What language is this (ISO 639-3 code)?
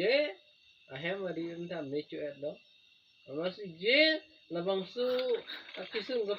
mjw